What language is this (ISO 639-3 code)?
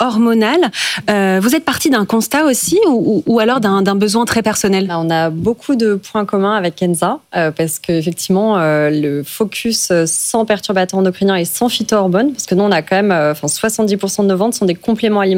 fra